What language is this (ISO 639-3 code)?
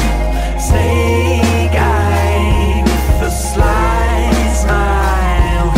eng